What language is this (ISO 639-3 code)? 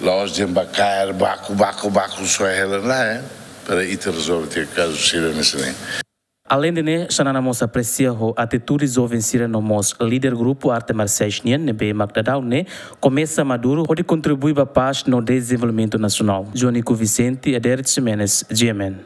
tet